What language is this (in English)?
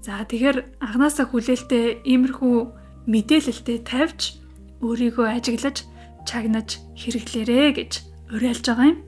Mongolian